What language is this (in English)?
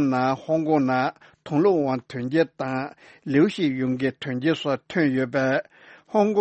Tibetan